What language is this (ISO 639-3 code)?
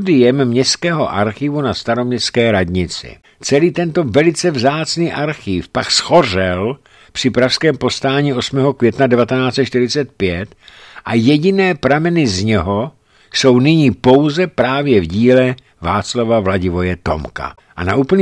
ces